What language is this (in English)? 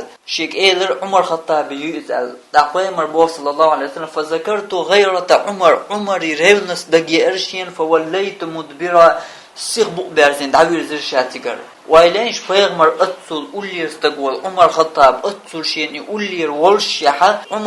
Chechen